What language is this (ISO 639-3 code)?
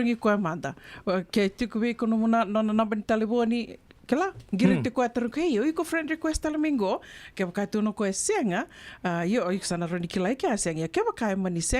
fij